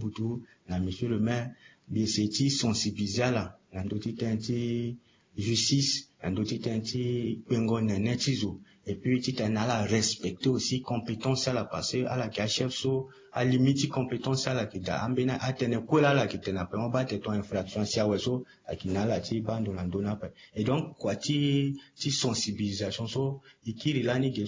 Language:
Sango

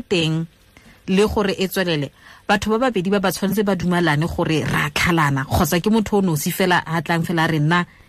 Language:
Tswana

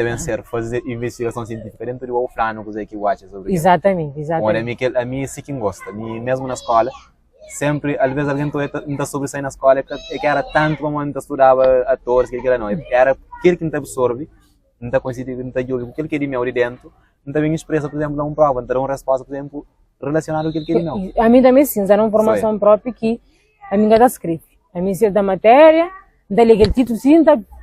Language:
Kabuverdianu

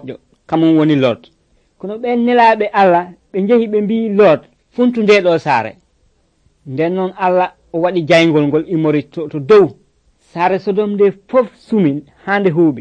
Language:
Nigerian Fulfulde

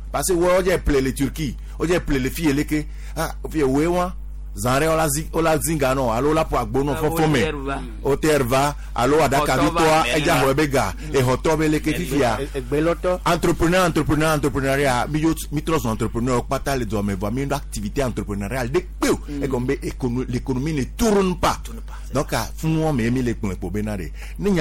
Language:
Gen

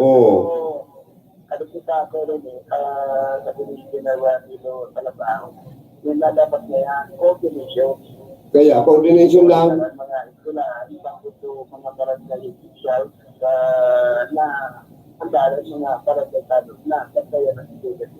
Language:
Bikol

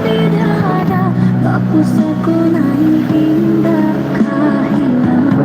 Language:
Minangkabau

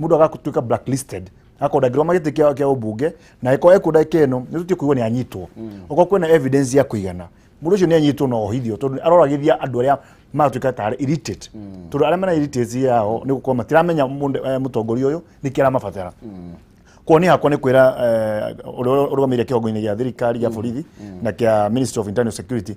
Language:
Kikuyu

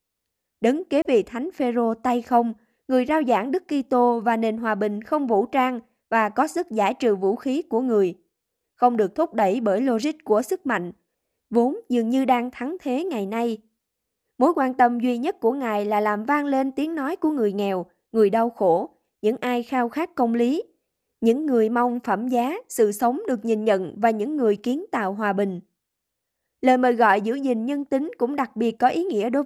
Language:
Vietnamese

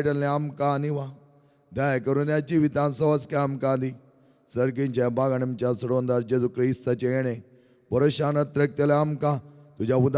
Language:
Konkani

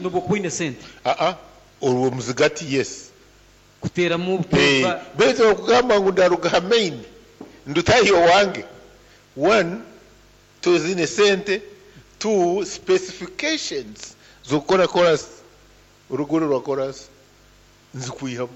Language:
Nyankole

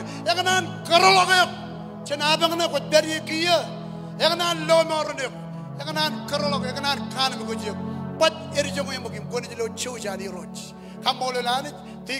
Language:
Marshallese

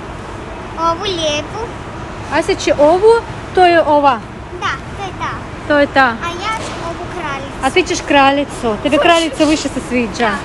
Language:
Croatian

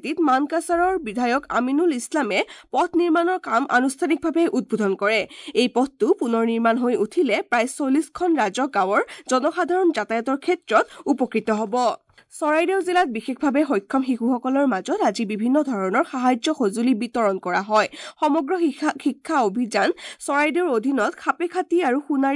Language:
Assamese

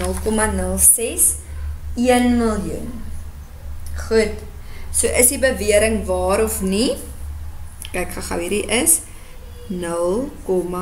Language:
Afrikaans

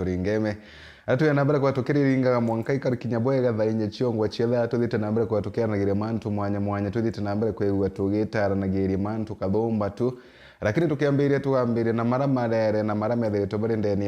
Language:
Meru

